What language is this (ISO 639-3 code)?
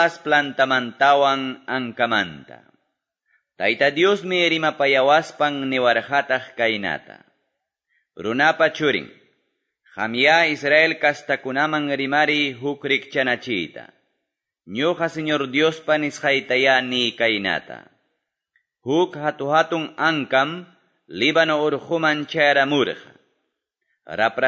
que